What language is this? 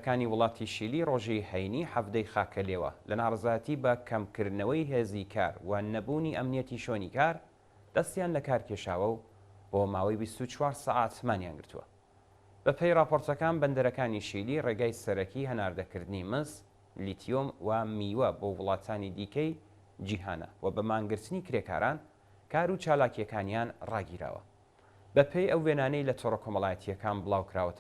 Central Kurdish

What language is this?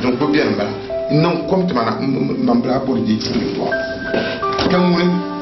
Dagbani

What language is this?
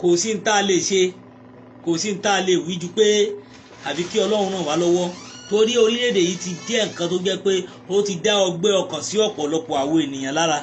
Yoruba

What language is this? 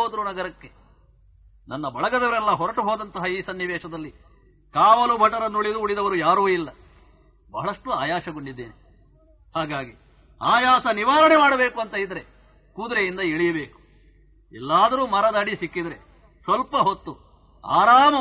Kannada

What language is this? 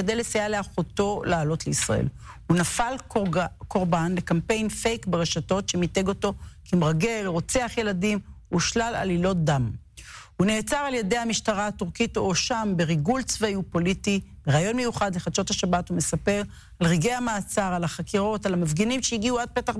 Hebrew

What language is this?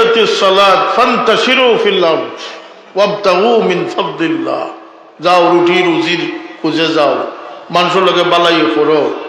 Sylheti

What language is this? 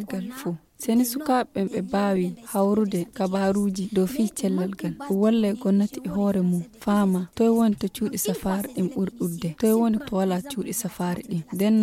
Fula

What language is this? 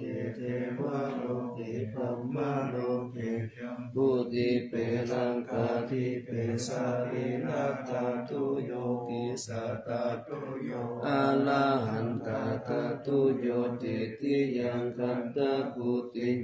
Pali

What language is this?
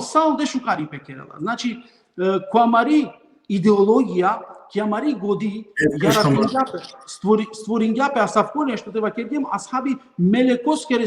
Balkan Romani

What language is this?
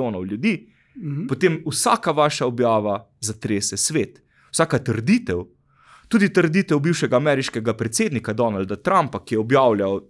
Slovenian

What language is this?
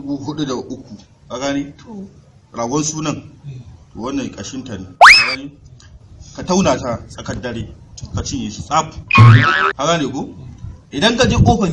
Hausa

